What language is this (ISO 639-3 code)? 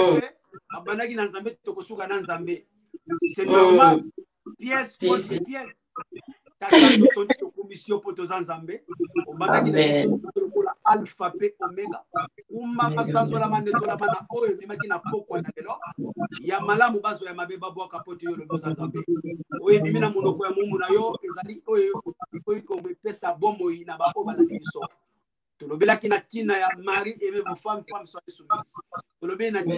lin